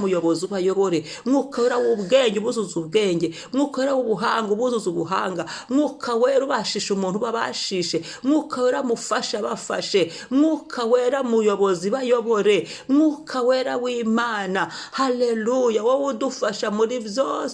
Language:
Kinyarwanda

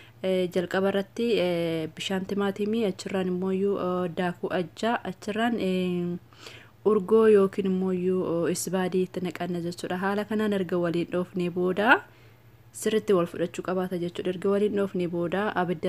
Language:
Oromo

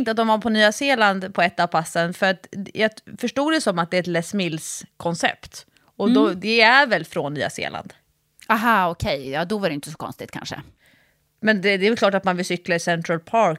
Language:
Swedish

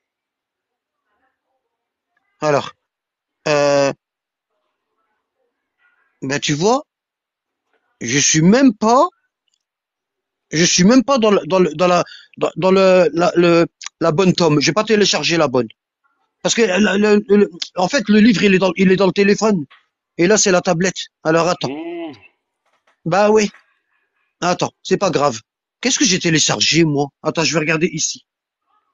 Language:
French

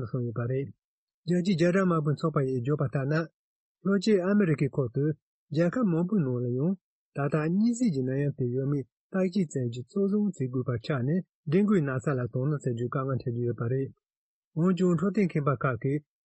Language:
Tibetan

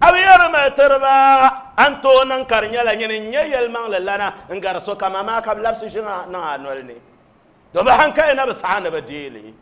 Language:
Dagbani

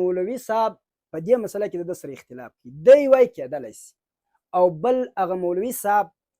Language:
Pashto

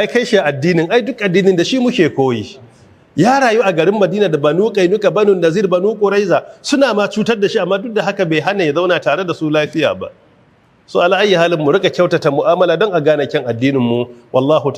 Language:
Hausa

